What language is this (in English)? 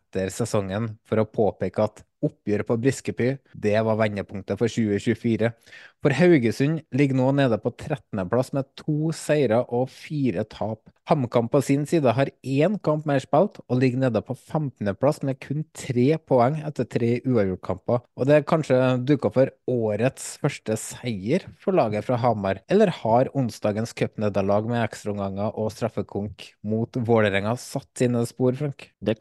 Norwegian